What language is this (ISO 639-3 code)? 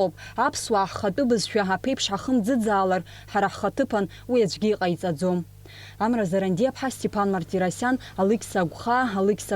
abk